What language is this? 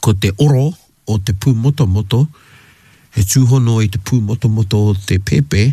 Māori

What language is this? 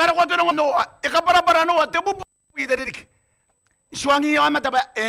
Gilbertese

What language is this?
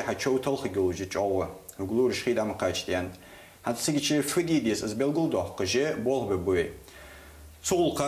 Ingush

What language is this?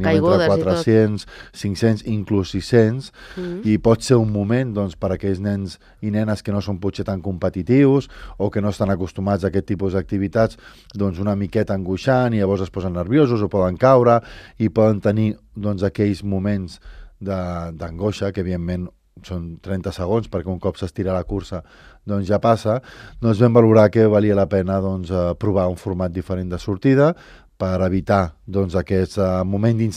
Catalan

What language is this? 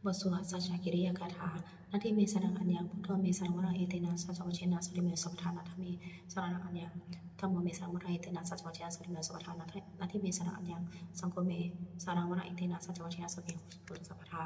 Pali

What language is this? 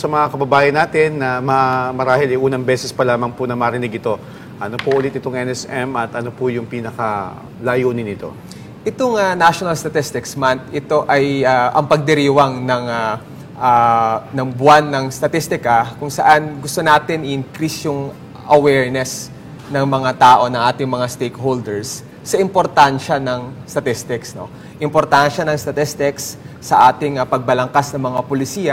Filipino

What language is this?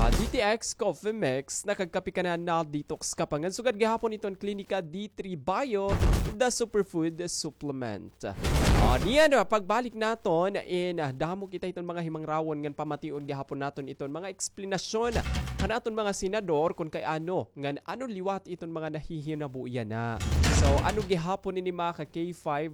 Waray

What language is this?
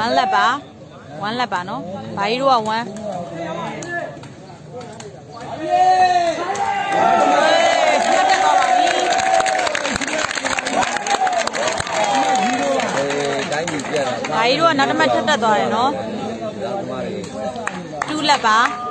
Burmese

